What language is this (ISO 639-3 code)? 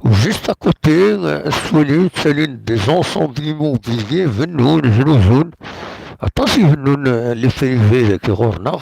kab